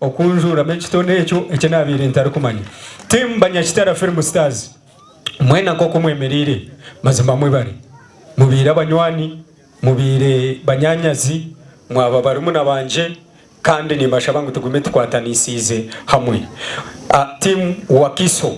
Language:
Nyankole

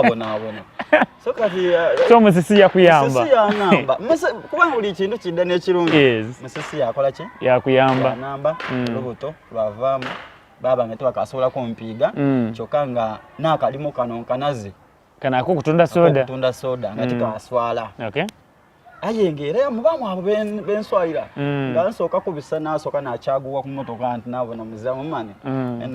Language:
Soga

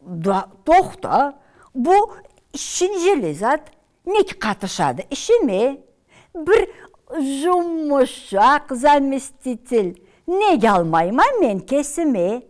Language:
Karachay-Balkar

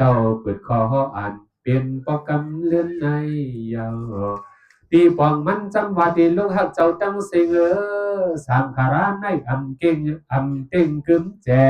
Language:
Shan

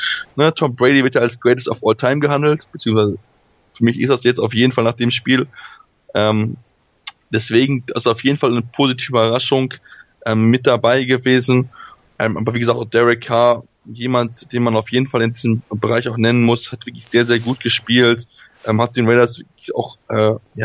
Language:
German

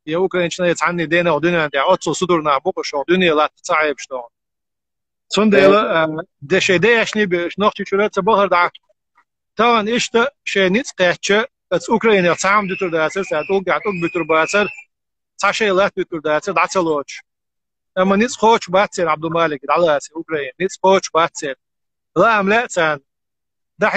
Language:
Chechen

